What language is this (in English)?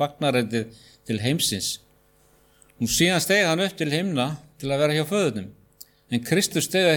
Icelandic